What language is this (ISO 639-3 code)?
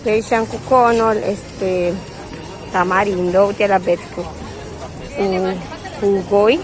yua